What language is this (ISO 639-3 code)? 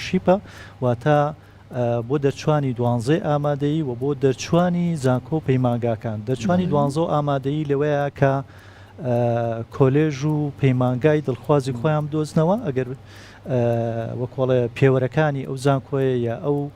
ckb